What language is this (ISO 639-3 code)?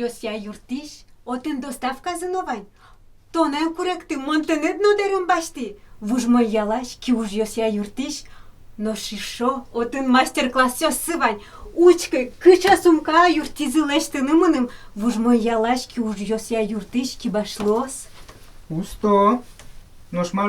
udm